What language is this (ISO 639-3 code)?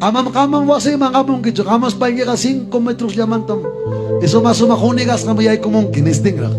quy